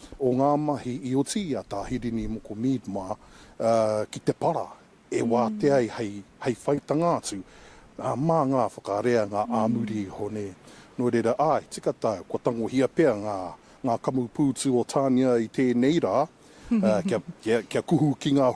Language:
Māori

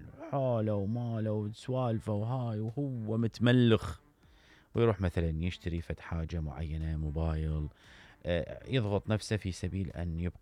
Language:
Mesopotamian Arabic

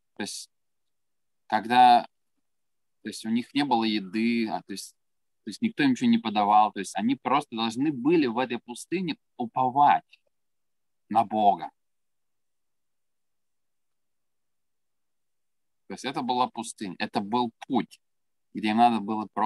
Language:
Russian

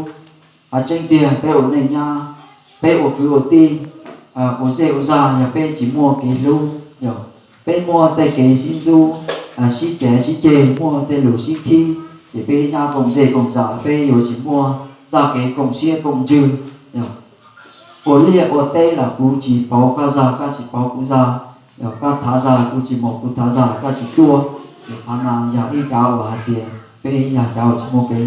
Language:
Hmong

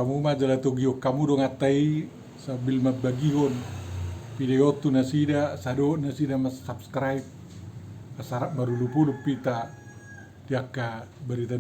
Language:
Batak Toba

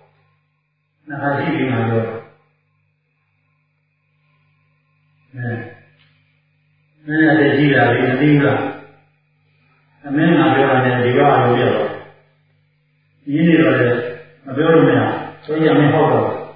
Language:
Burmese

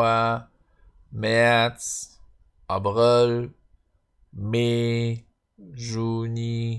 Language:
Luxembourgish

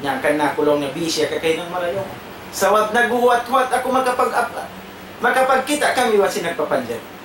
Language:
Tausug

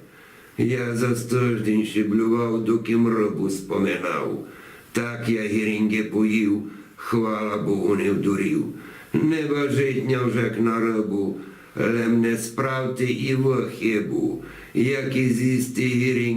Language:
Rusyn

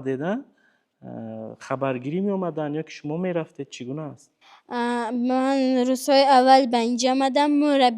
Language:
Tajik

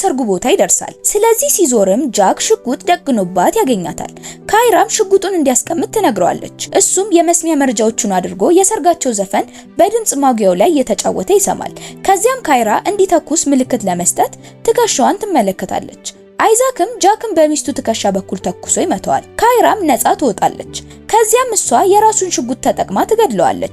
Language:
Amharic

